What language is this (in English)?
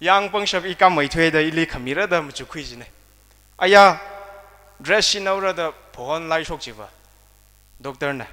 Tangkhul Naga (India)